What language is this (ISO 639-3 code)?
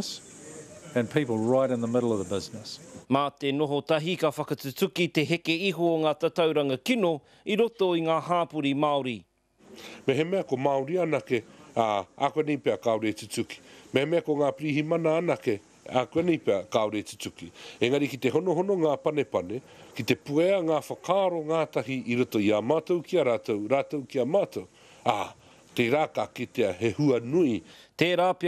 mri